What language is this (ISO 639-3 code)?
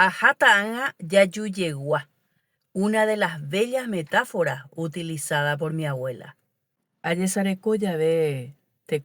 grn